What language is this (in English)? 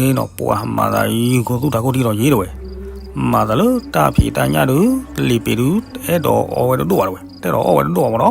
S'gaw Karen